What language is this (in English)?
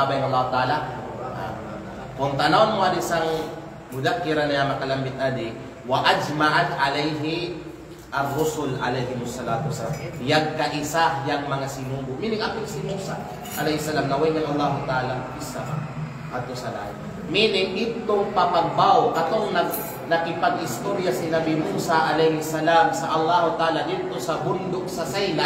Kalagan